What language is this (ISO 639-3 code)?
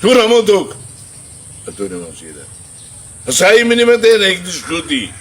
tet